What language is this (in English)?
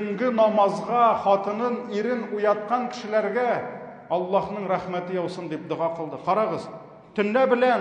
Tatar